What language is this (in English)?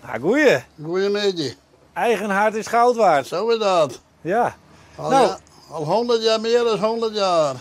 Western Frisian